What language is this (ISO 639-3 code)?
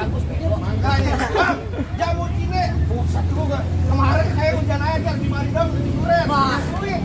bew